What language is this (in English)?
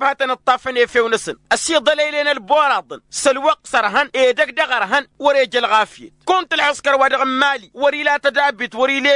Tamasheq